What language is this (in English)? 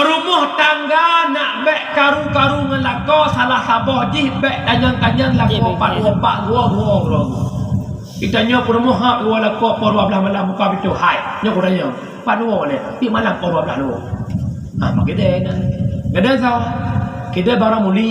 Achinese